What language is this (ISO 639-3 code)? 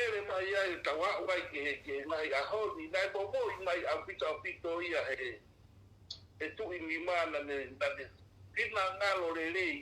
ton